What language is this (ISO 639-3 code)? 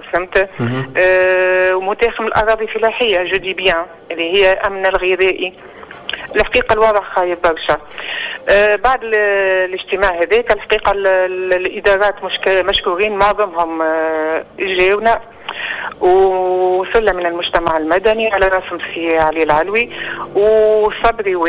aeb